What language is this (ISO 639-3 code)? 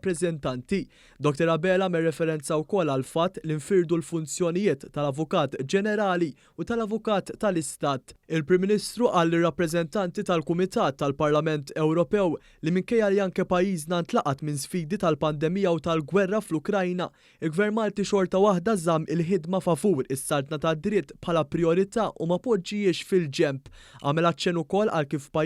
mlt